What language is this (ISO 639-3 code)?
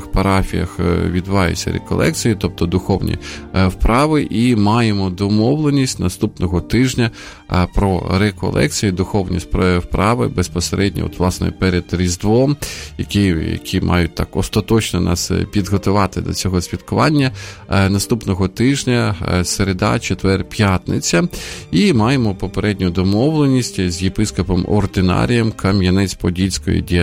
ukr